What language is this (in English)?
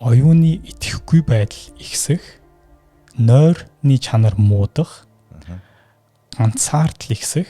Mongolian